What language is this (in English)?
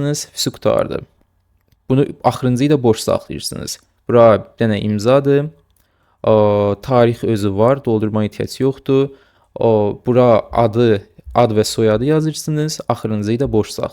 Azerbaijani